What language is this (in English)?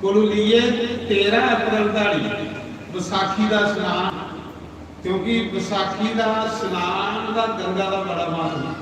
Dogri